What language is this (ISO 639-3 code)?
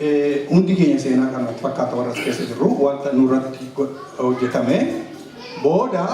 orm